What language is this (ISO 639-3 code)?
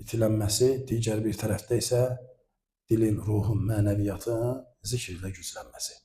aze